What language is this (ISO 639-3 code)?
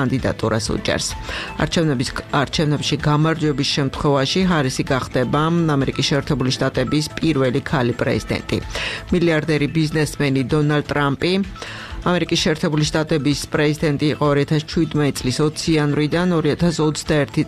kat